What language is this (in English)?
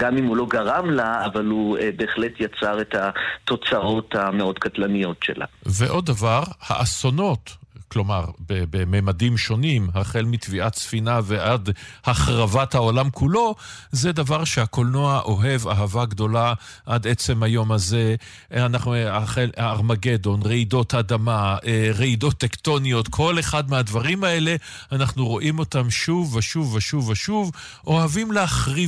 Hebrew